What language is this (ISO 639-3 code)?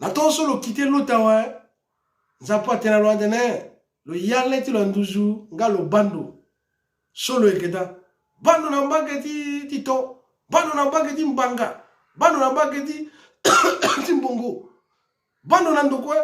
sag